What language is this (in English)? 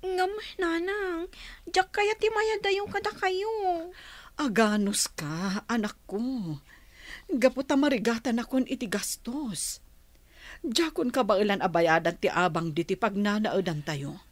Iloko